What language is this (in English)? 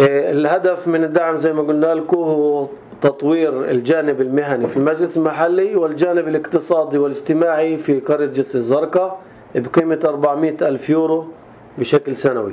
North Levantine Arabic